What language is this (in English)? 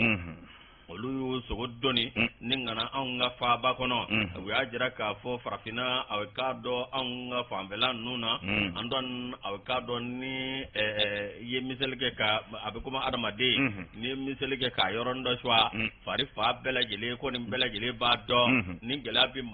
Bambara